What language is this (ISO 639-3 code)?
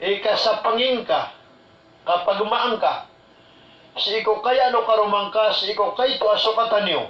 mrw